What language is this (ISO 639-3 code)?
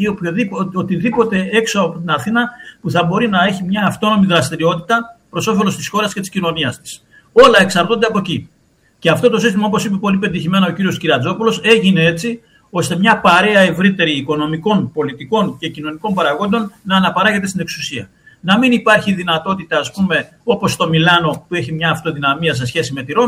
ell